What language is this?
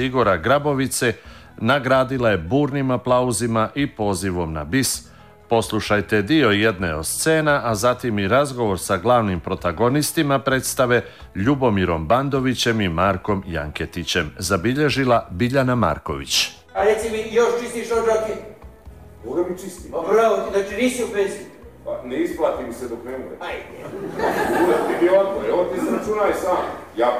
Serbian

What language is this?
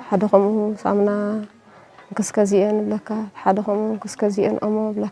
Tigrinya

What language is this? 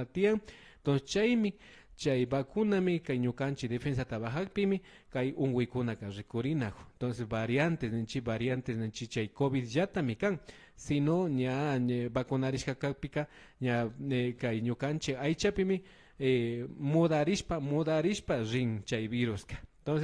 Imbabura Highland Quichua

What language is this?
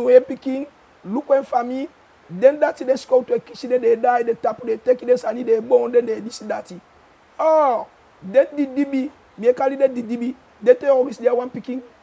Eastern Maroon Creole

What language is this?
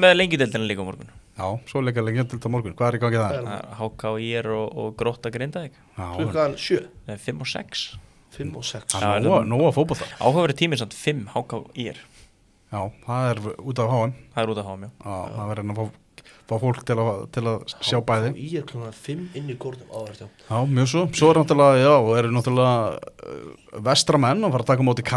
Icelandic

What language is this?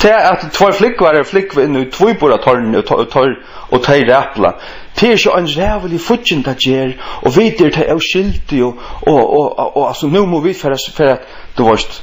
Faroese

